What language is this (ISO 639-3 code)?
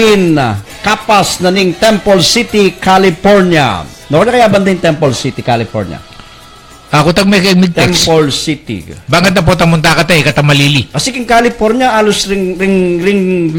pam